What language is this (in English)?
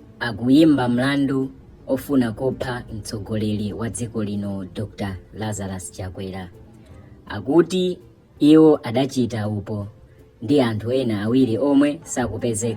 Nyanja